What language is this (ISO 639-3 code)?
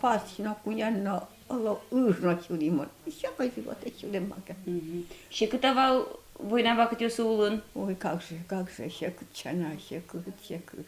udm